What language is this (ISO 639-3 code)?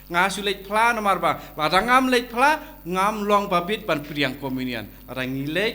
kha